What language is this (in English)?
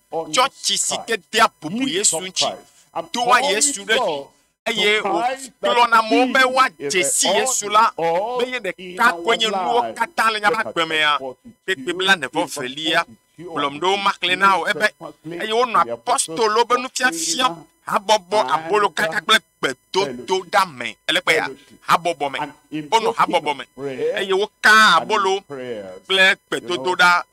Ewe